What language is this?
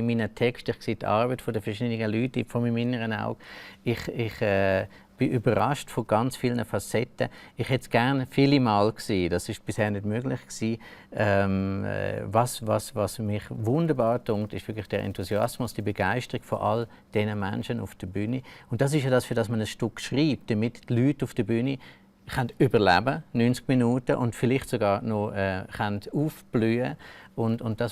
Romansh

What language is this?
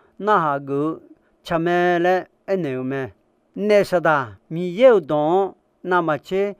Akha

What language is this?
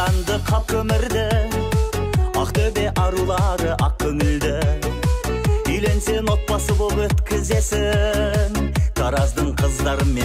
Kazakh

